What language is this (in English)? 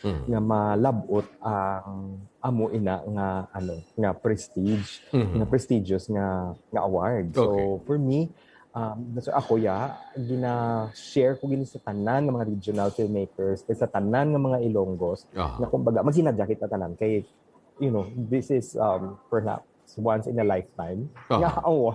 Hiligaynon